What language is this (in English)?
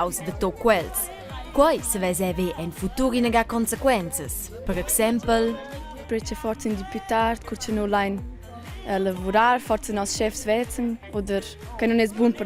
Romansh